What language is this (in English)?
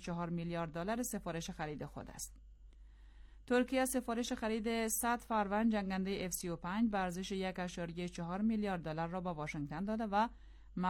Persian